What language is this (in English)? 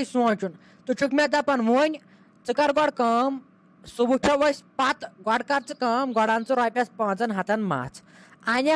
Kashmiri